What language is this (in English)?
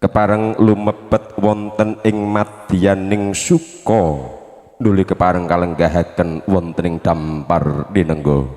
Javanese